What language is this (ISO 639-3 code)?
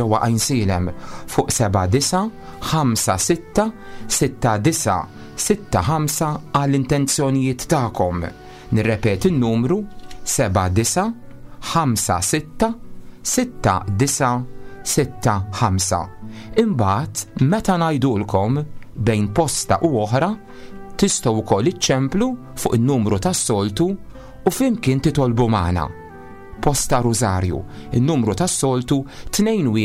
mlt